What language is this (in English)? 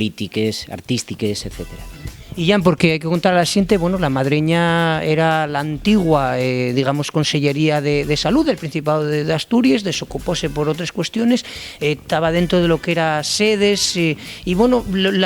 Asturian